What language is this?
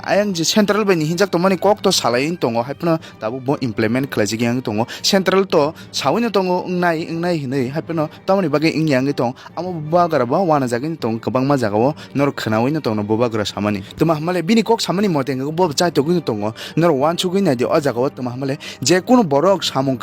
Kok Borok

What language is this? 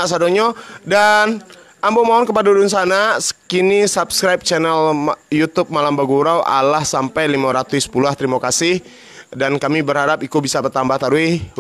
Minangkabau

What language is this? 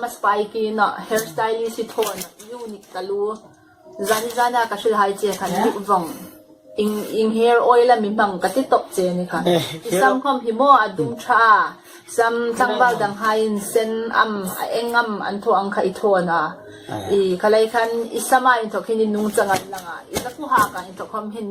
Hmar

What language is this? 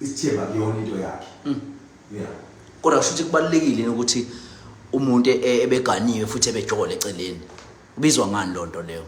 Zulu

